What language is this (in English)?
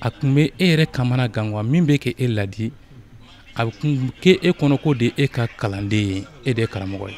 Bambara